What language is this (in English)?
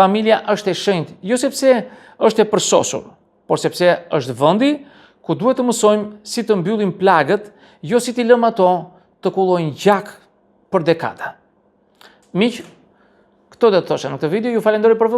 Albanian